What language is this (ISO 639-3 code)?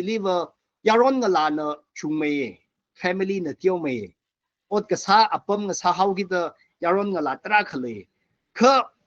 nmf